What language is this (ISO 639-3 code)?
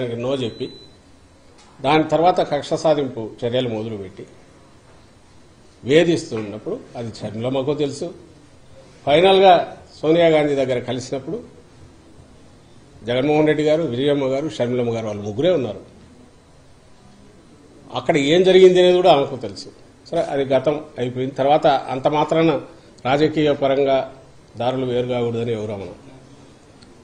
tel